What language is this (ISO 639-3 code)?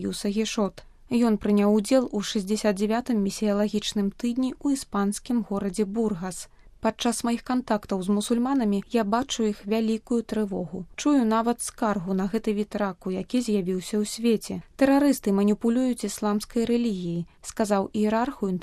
bel